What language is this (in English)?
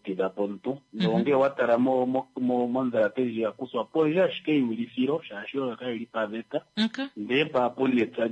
Kuanyama